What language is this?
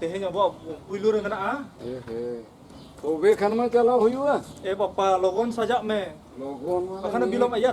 Santali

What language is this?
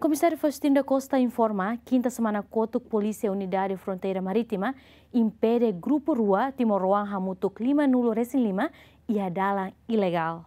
Tetum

